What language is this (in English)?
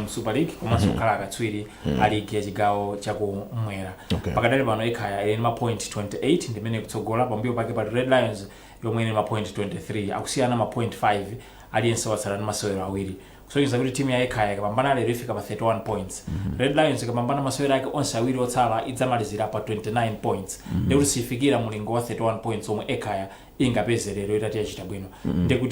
Nyanja